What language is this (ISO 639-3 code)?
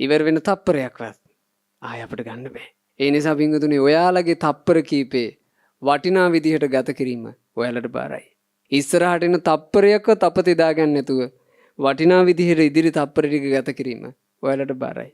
sin